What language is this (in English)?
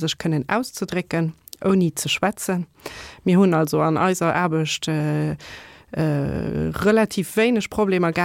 Luxembourgish